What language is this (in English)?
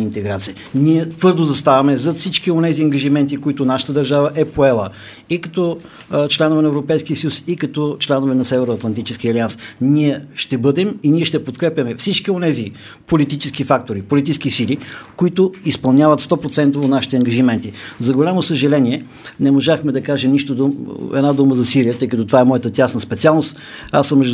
Bulgarian